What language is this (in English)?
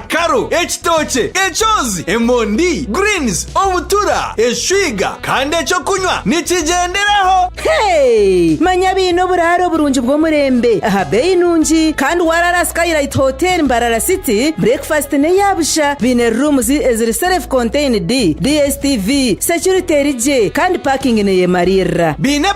Nyankole